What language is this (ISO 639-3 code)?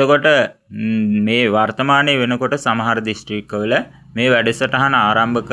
sin